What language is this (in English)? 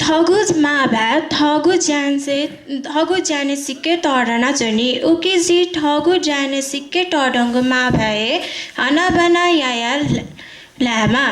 Newari